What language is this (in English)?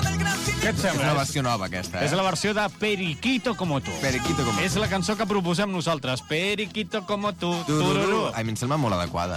Catalan